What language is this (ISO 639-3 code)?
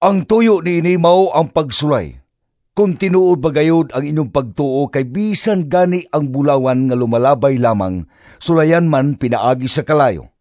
ceb